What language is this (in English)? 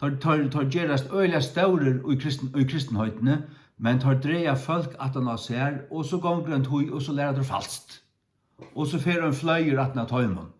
Faroese